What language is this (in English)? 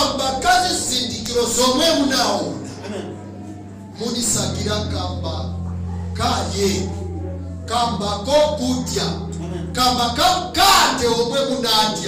Nyanja